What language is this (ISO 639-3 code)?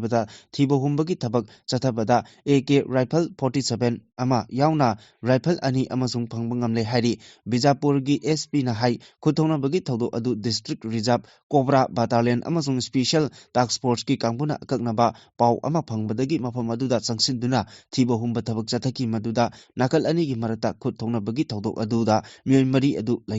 mni